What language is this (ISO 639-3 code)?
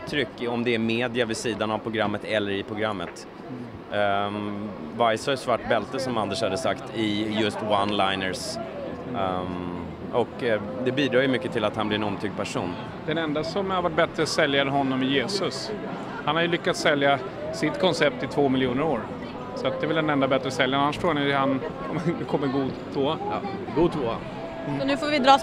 swe